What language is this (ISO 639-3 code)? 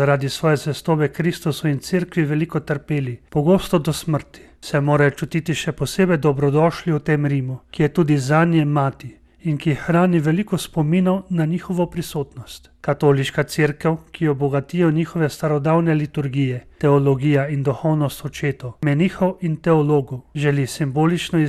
slv